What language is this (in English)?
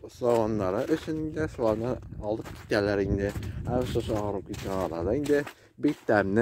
Tatar